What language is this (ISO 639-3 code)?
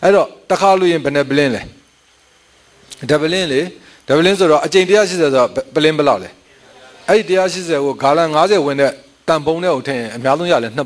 mya